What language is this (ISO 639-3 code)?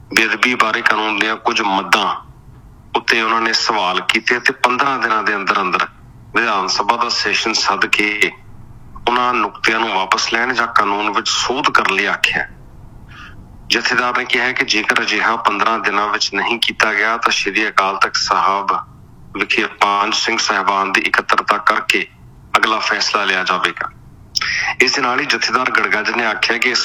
pan